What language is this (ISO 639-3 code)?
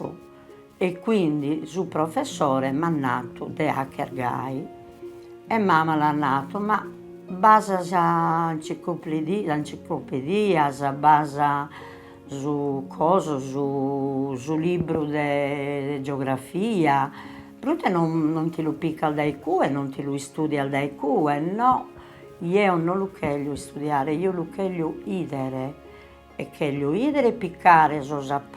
srd